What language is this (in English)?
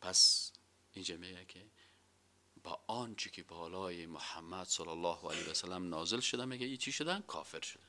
Persian